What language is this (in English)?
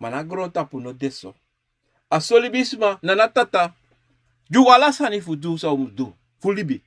Sranan Tongo